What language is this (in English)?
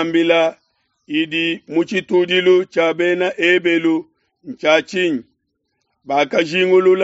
Luba-Lulua